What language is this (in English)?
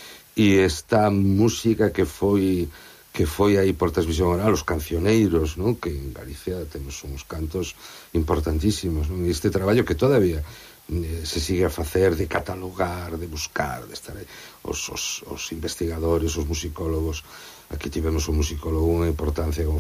Galician